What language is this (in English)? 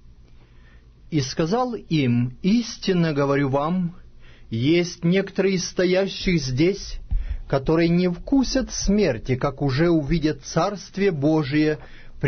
Russian